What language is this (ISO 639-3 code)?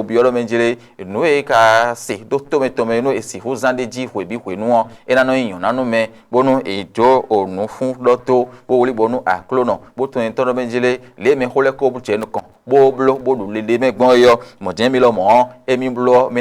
fon